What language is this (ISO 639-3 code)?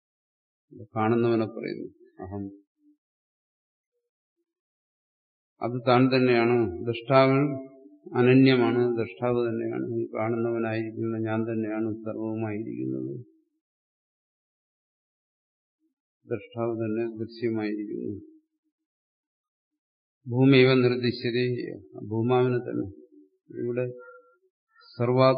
mal